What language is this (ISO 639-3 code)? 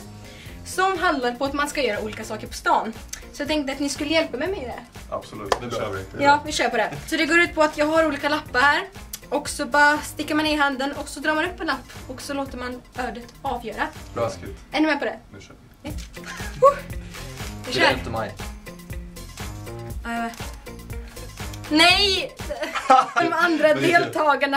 swe